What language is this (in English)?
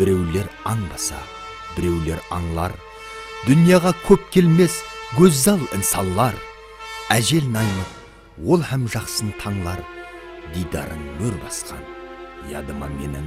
Kara-Kalpak